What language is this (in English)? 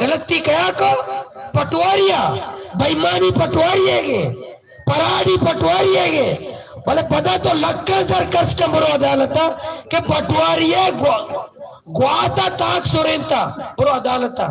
Baluchi